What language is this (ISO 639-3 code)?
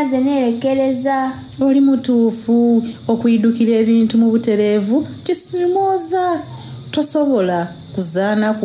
xog